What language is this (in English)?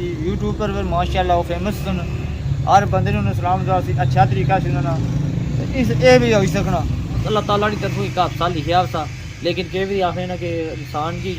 Pahari-Potwari